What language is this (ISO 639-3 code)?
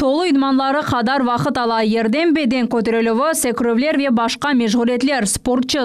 crh